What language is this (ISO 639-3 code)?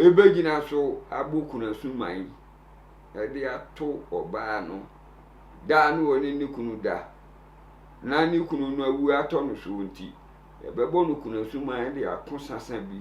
aka